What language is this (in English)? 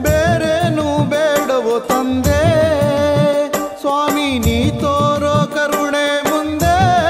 Kannada